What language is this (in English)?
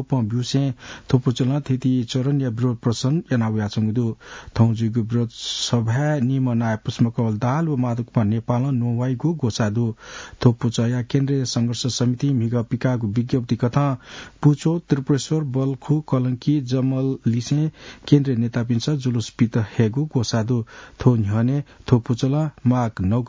Newari